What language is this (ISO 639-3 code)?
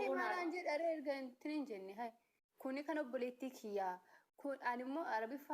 orm